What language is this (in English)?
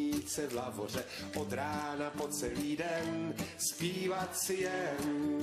Czech